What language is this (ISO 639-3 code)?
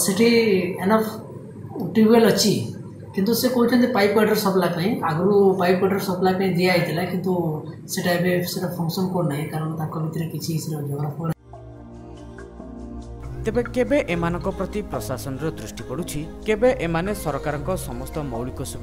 ori